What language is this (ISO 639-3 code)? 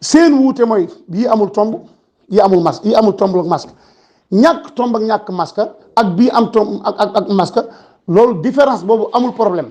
wol